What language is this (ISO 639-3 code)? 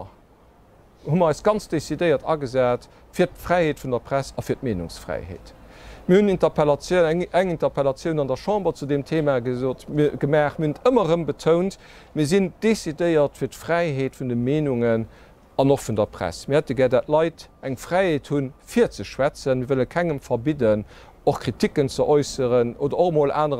ltz